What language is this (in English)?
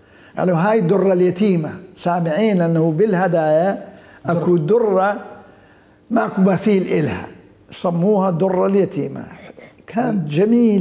Mesopotamian Arabic